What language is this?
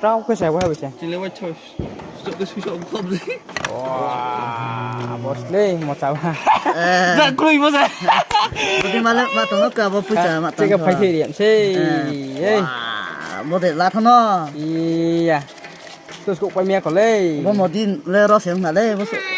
Riang (India)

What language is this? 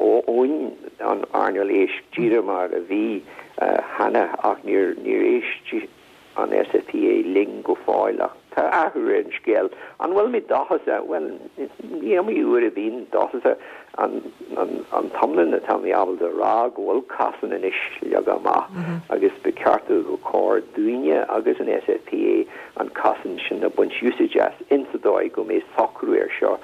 Irish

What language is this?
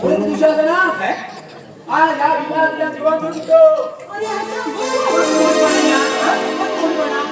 Konkani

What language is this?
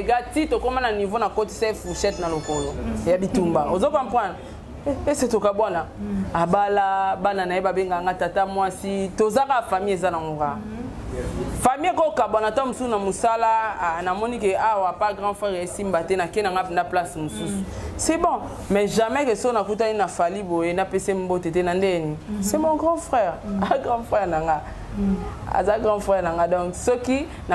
Lingala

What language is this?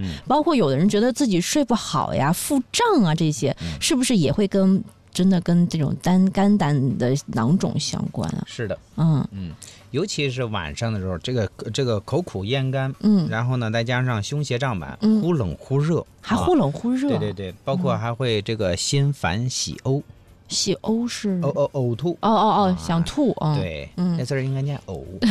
Chinese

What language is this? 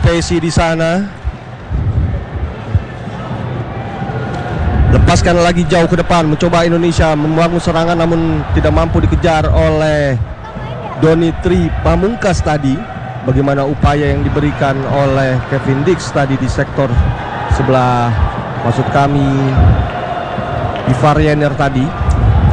Indonesian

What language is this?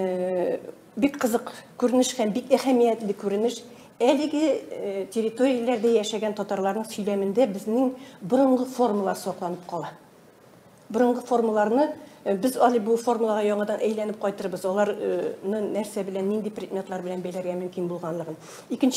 Tatar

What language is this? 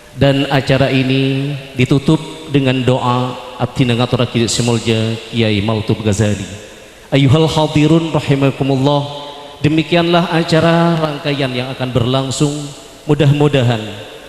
Madurese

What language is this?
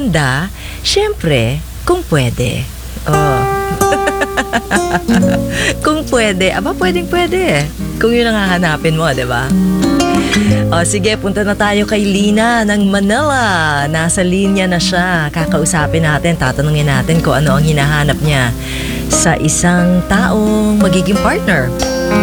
Filipino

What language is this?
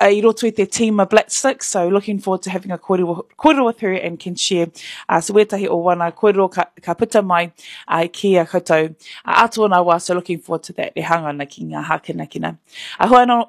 Māori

